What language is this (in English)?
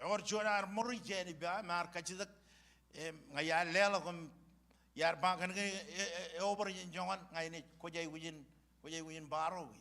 Marshallese